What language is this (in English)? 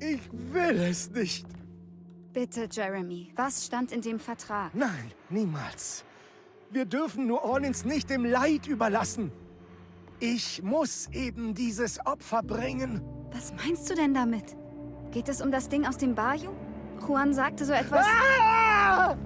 Bavarian